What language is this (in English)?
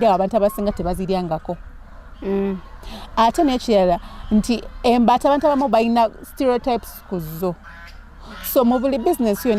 Ganda